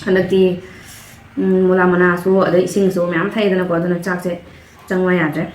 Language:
Manipuri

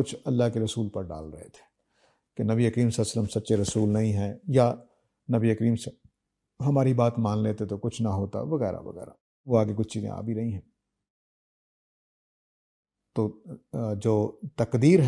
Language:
Urdu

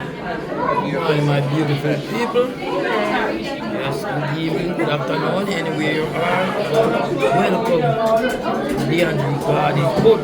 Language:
Jamaican Creole English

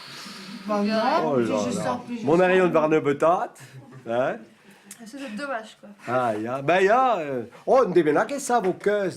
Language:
Breton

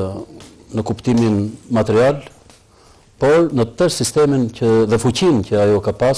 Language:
Albanian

